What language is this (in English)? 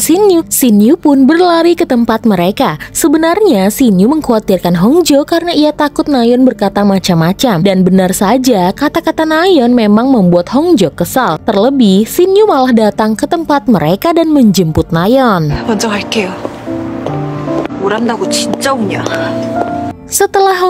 Indonesian